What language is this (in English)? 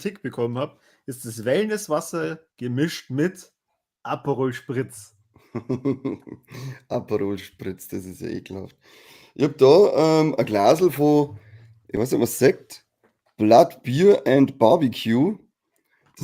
Bavarian